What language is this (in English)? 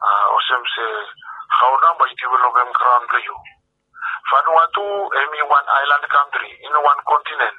Bislama